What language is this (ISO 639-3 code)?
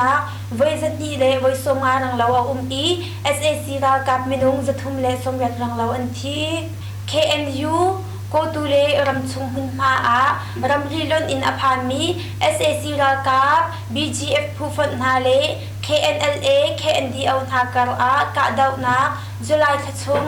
cnh